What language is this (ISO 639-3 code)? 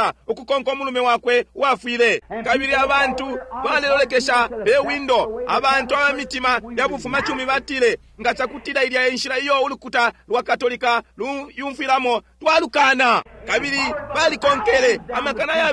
bem